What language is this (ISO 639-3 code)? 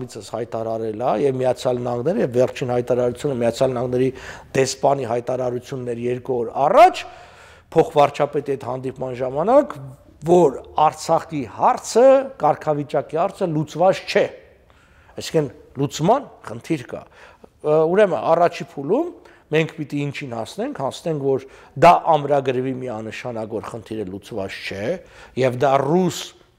hye